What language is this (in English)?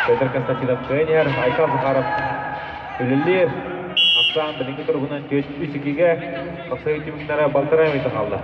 Yakut